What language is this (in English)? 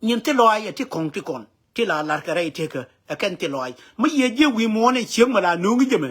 Nuer